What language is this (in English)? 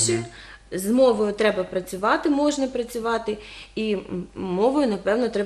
Ukrainian